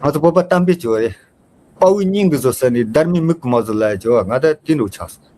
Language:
Tibetan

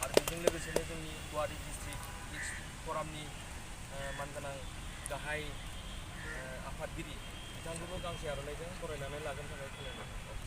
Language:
Bodo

